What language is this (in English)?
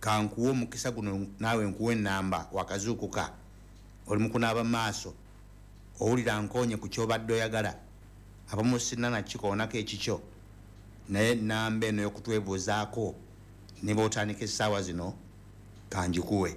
Ganda